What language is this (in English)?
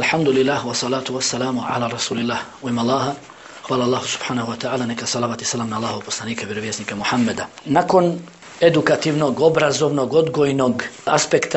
Bosnian